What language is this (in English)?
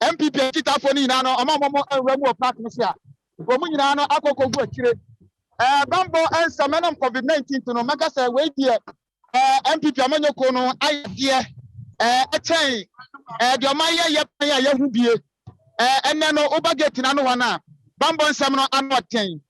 Akan